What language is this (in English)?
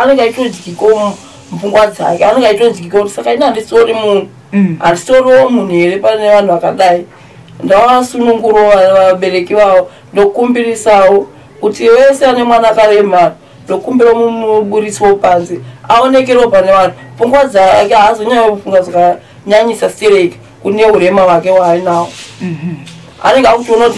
Shona